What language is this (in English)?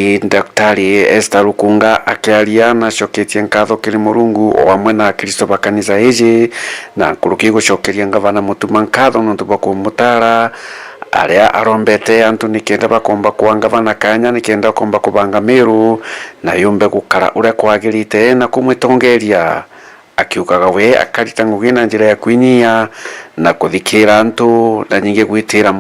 Meru